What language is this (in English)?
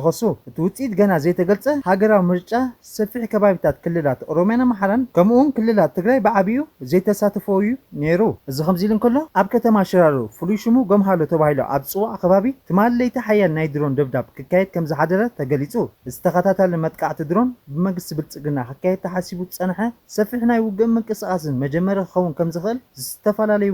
Tigrinya